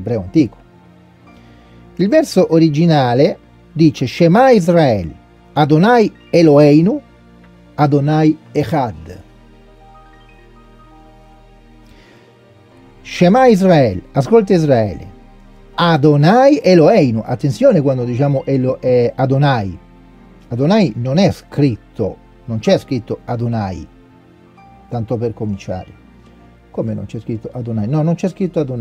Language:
Italian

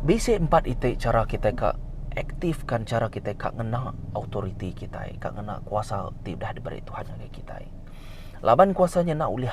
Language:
Iban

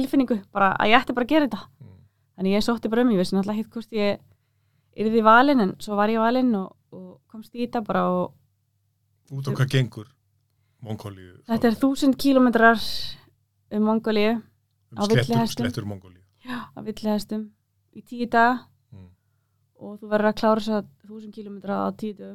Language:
Icelandic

